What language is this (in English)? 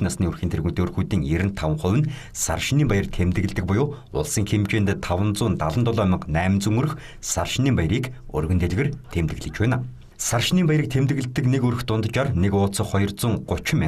Mongolian